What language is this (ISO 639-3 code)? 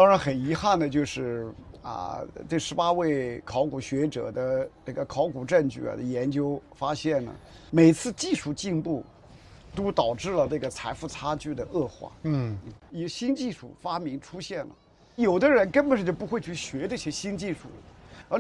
zho